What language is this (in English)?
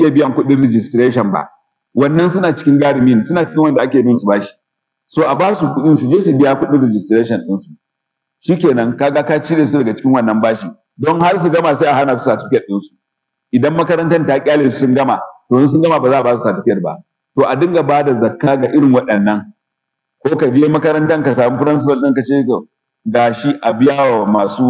Hausa